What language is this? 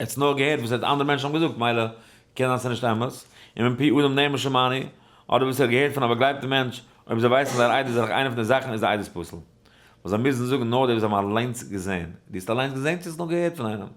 Yiddish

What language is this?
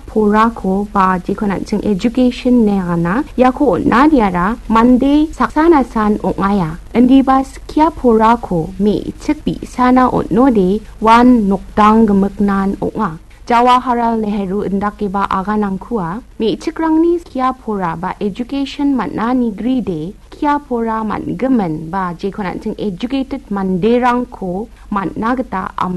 Garo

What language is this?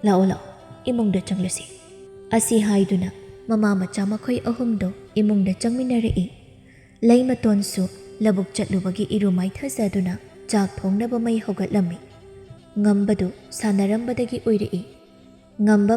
Manipuri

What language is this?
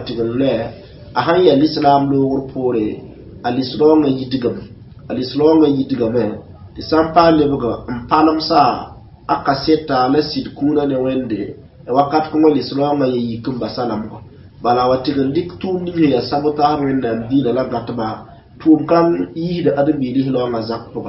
Mossi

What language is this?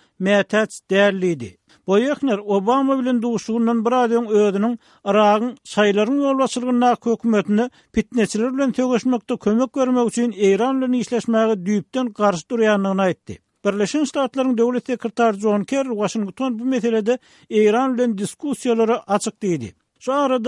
Turkmen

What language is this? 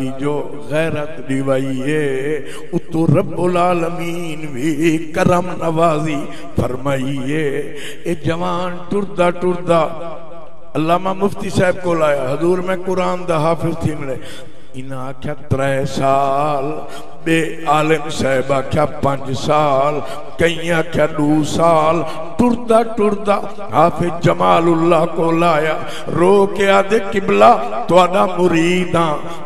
Saraiki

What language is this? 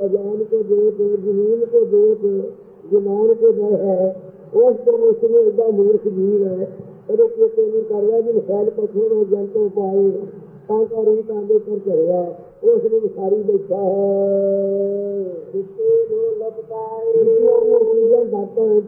Punjabi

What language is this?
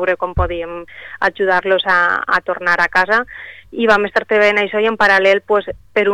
Catalan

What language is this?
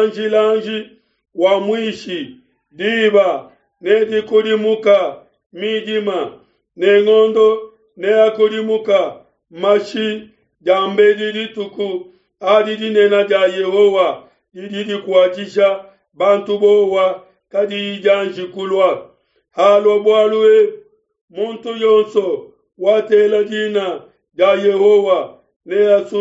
Luba-Lulua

